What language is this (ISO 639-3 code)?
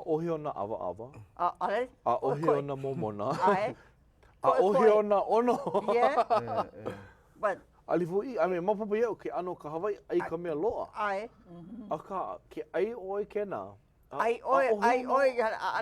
haw